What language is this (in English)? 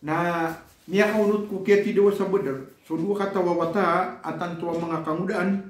Maranao